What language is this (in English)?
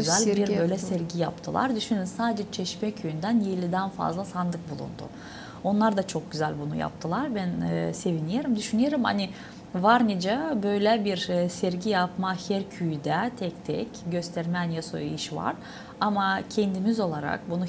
Gagauz